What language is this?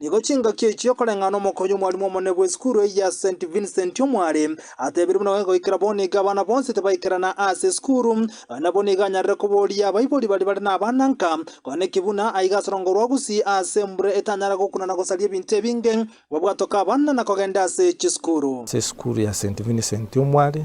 Gusii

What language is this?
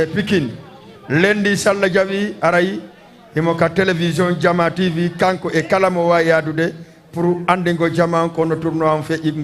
Fula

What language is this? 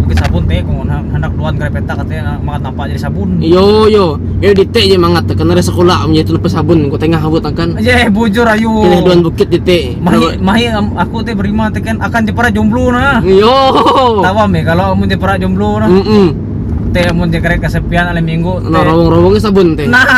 Ngaju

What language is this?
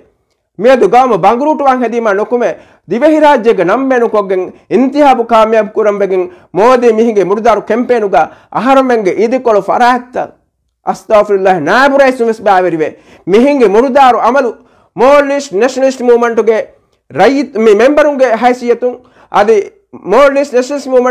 Divehi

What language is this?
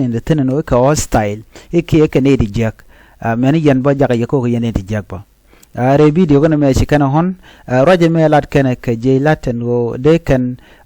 Nuer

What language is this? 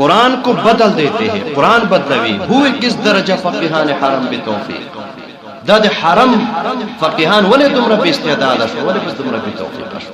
Pashto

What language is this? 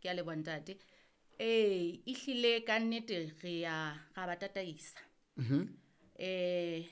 Southern Sotho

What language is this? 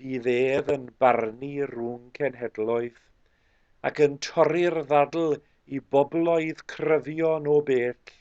Welsh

